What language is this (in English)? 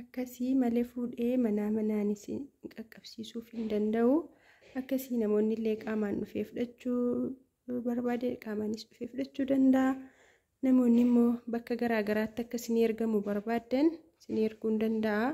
Oromo